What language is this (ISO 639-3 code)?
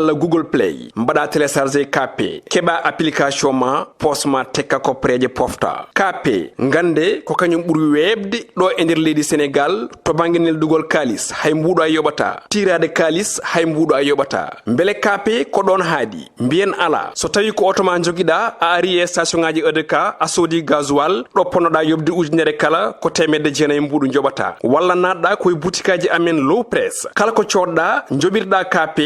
ful